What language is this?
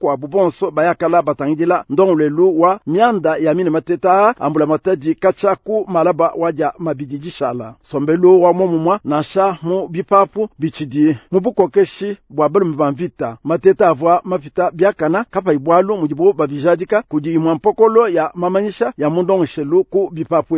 Luba-Lulua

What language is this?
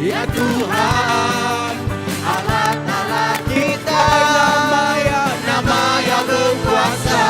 Iban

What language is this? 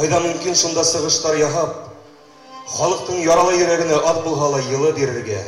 Bashkir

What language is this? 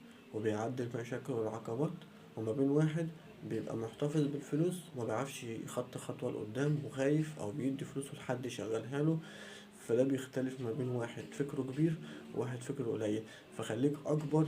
Egyptian Arabic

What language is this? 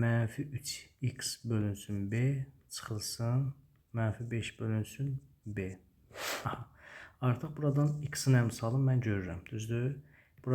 Azerbaijani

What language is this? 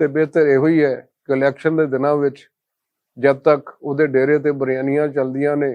Western Panjabi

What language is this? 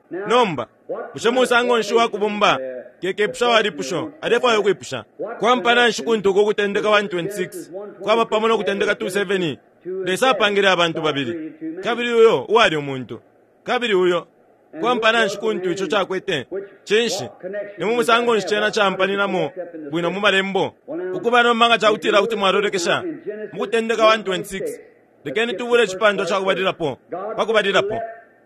Bemba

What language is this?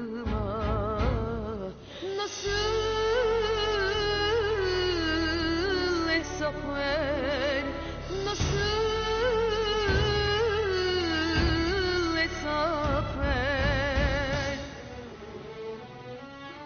Turkish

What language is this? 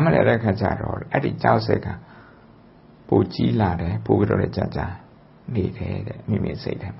Burmese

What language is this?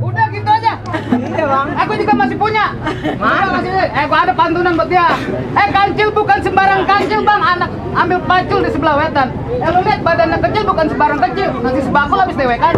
Betawi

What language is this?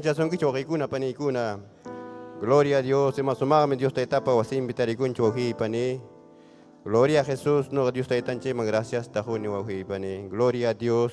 Ayacucho Quechua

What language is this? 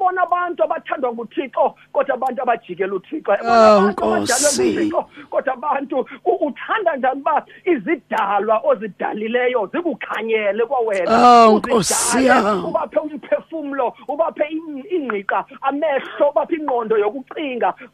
Xhosa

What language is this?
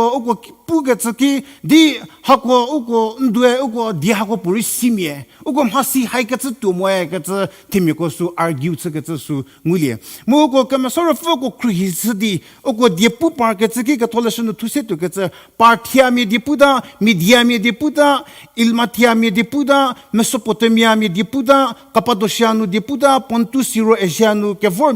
Angami Naga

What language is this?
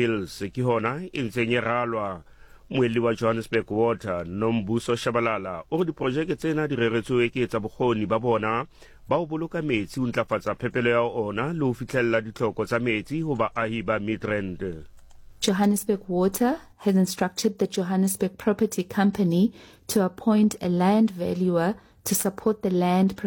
Southern Sotho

